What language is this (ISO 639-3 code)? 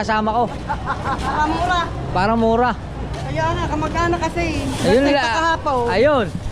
fil